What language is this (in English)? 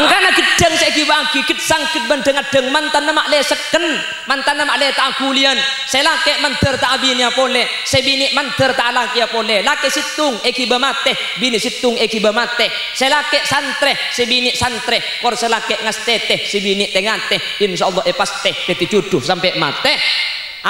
Madurese